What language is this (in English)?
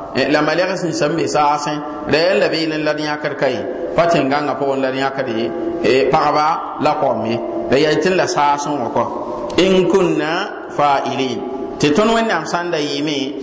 Mossi